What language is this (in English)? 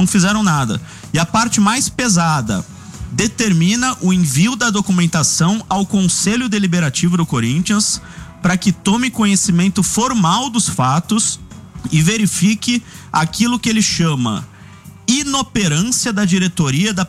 Portuguese